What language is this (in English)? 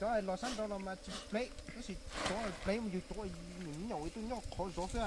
Hmong